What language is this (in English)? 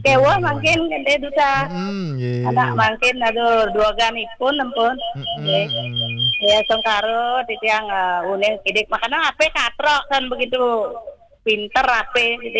Balinese